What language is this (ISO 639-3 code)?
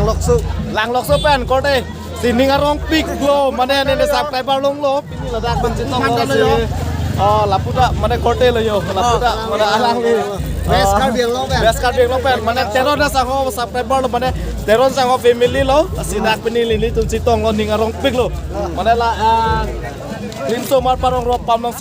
mjw